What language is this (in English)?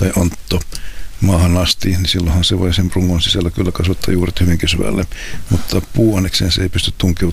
Finnish